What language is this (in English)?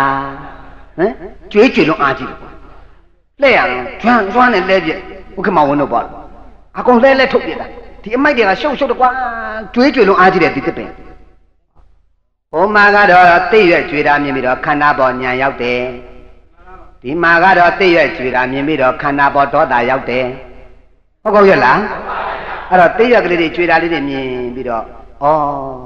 Burmese